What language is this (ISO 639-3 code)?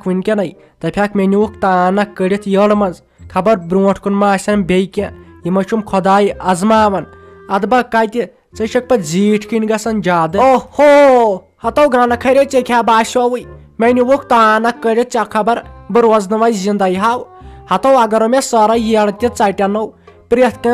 kas